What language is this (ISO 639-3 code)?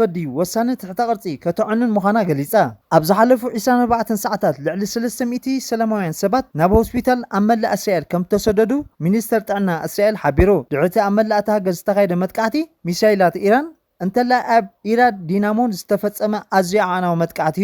tir